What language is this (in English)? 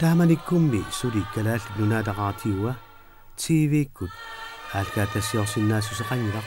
Kalaallisut